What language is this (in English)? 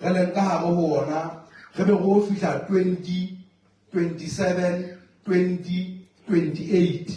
Southern Sotho